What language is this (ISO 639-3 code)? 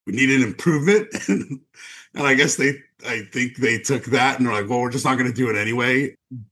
eng